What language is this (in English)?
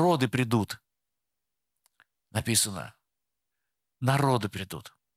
Russian